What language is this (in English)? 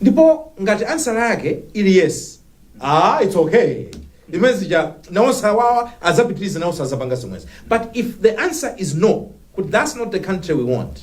Nyanja